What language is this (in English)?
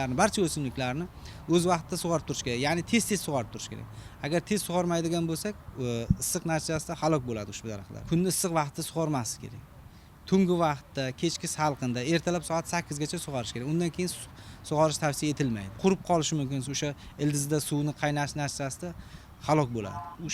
Uzbek